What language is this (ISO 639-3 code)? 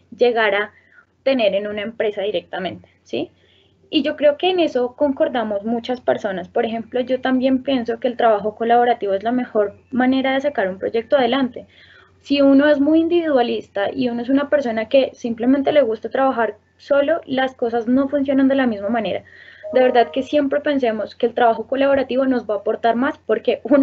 spa